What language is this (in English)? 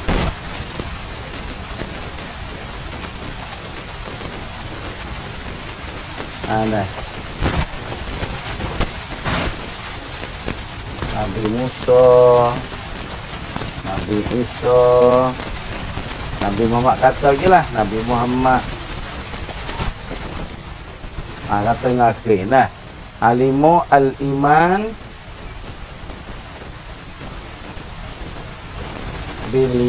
Pattani Malay